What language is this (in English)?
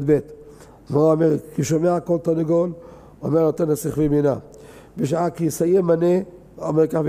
Hebrew